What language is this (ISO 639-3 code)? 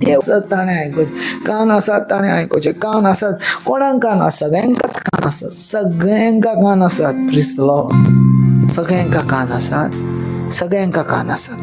kok